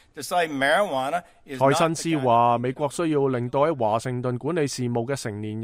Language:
Cantonese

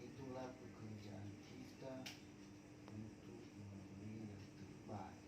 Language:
Nias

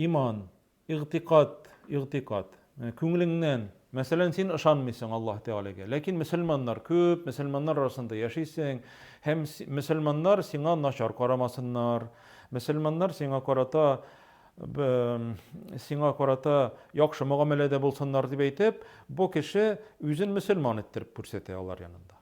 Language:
Tatar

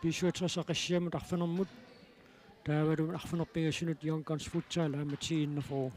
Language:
Kalaallisut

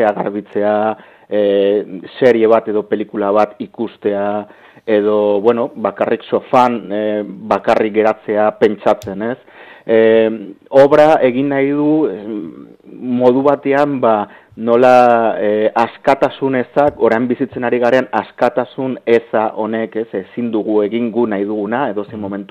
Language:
Basque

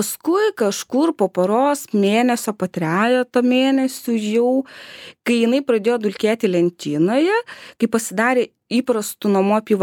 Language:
Lithuanian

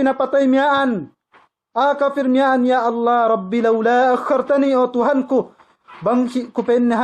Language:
Yakan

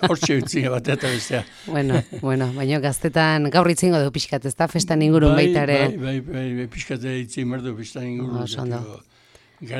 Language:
Basque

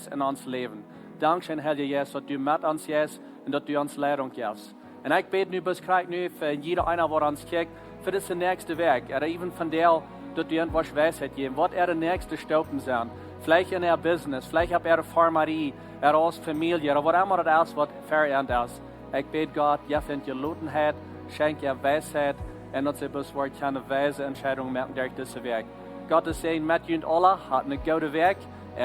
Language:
Plautdietsch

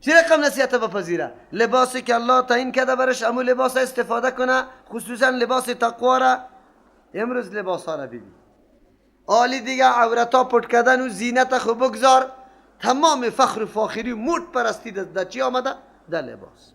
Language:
Persian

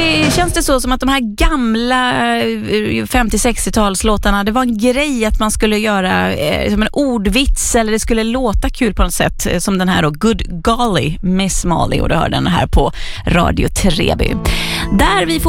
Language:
Swedish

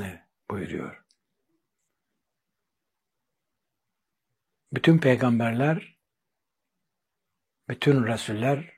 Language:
Turkish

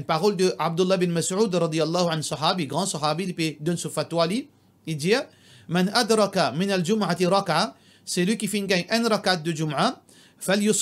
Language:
Morisyen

